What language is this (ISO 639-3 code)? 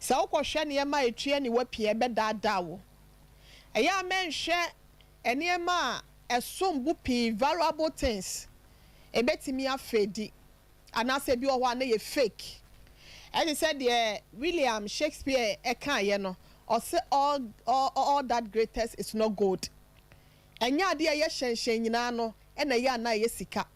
aka